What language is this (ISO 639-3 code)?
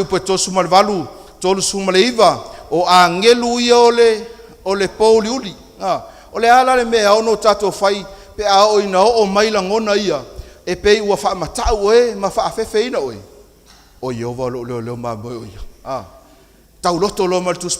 smo